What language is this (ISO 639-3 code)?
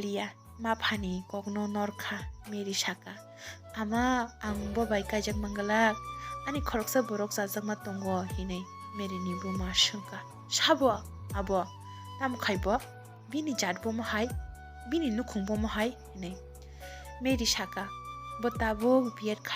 trp